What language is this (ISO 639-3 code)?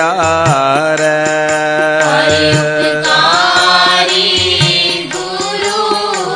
pan